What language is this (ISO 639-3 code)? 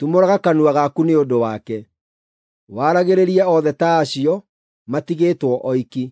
kik